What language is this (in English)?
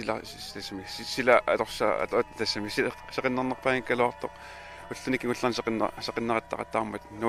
Kalaallisut